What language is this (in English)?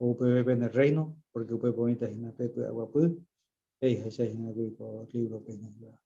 Guarani